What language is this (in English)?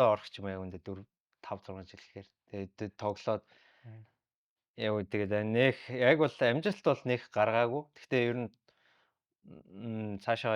Mongolian